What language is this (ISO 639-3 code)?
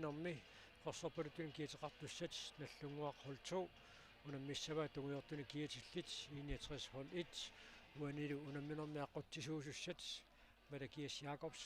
kal